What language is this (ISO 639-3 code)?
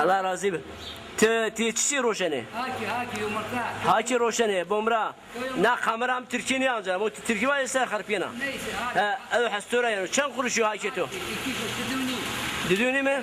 zza